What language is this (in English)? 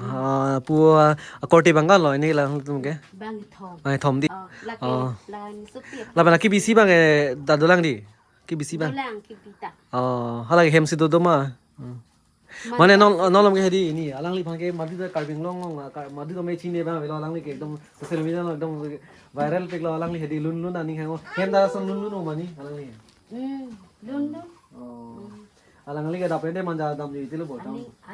Karbi